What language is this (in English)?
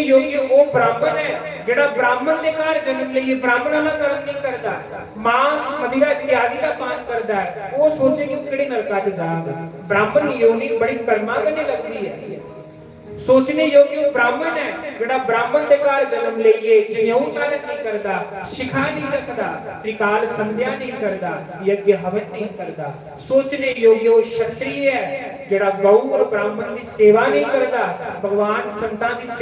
Dogri